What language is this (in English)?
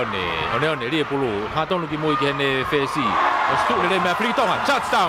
Tongan